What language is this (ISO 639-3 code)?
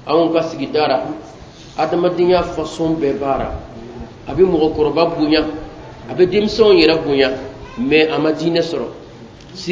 bam